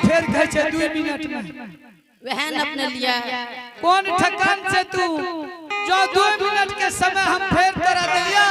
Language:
Angika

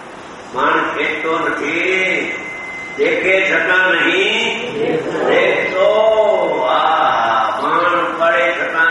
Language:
Gujarati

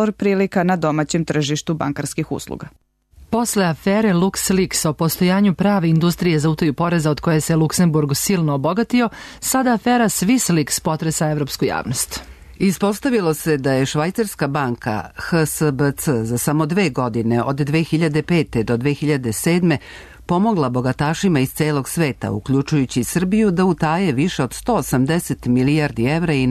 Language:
Serbian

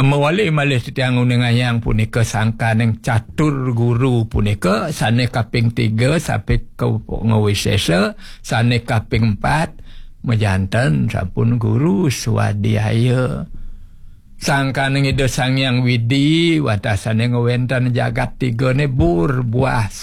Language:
Balinese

